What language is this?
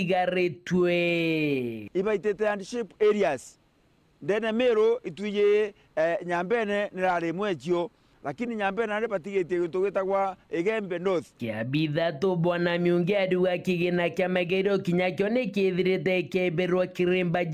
Meru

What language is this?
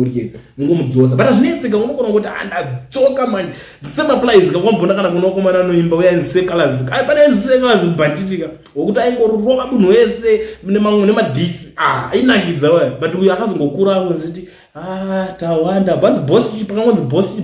Shona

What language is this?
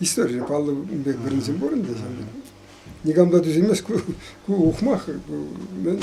Chuvash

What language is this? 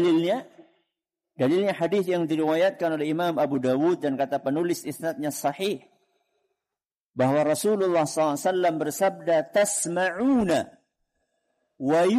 Indonesian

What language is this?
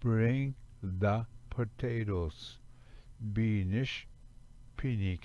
Ojibwa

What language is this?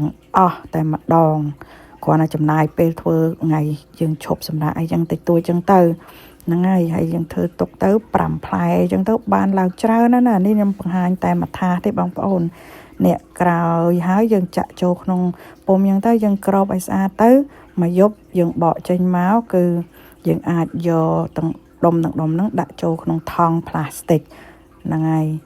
Khmer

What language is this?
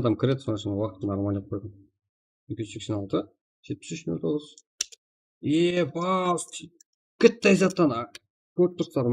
Kara-Kalpak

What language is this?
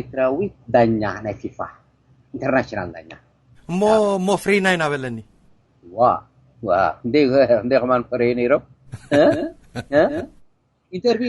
Tigrinya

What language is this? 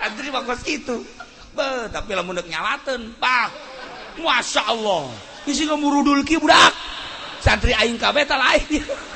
Sundanese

